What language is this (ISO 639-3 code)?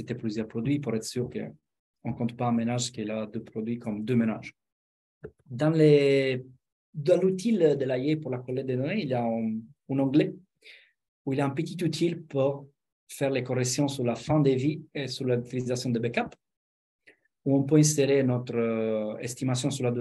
fra